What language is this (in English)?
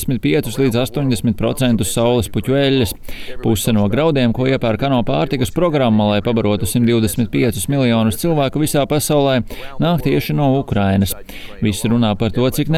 Latvian